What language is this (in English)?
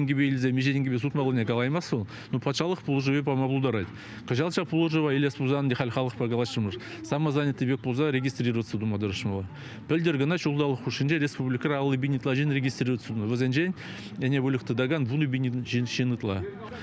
Chuvash